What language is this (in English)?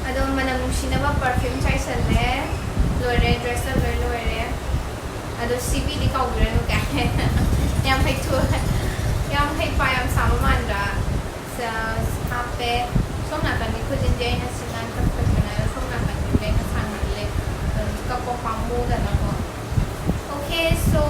Manipuri